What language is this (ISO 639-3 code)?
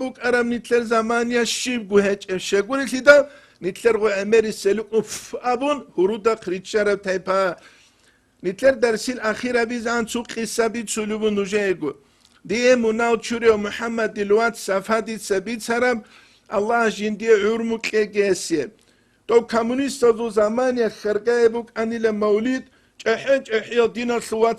ava